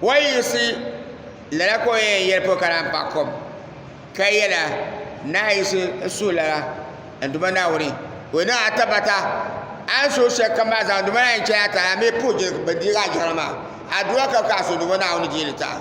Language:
Dagbani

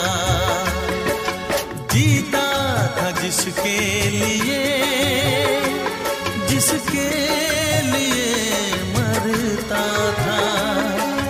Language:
Hindi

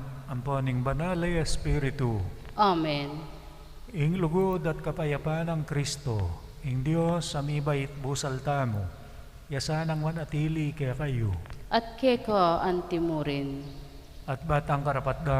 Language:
Pampanga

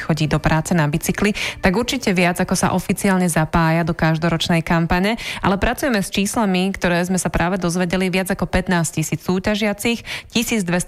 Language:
Slovak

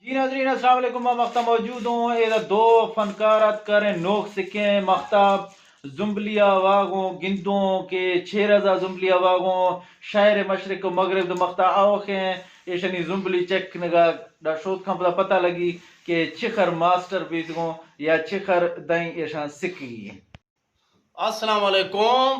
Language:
Eastern Balochi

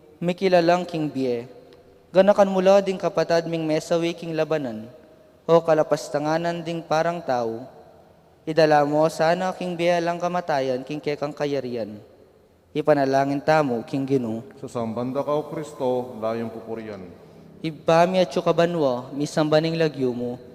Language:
Pampanga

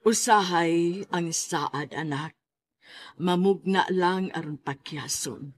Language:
Cebuano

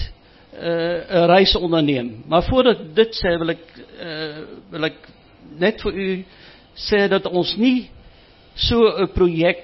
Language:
Afrikaans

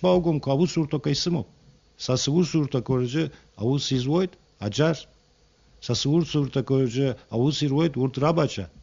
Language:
Abkhazian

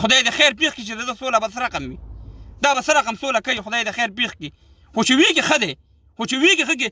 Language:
Pashto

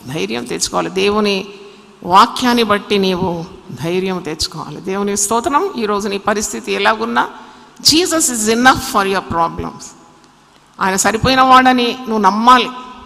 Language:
Telugu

